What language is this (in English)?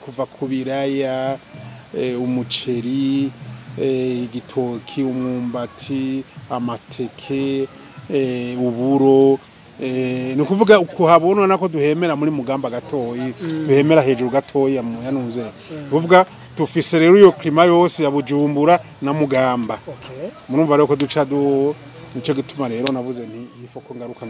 Rundi